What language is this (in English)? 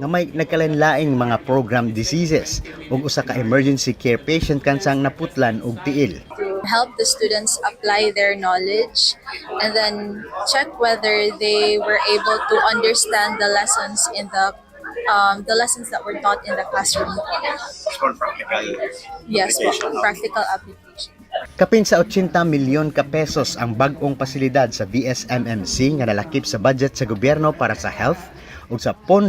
Cebuano